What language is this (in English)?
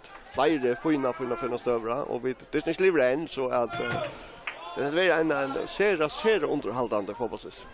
Faroese